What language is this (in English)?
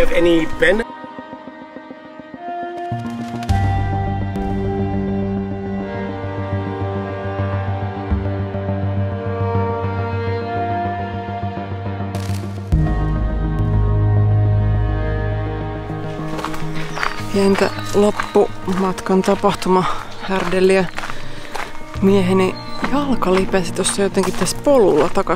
Finnish